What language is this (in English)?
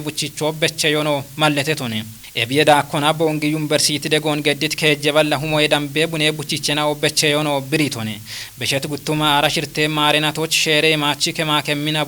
Kafa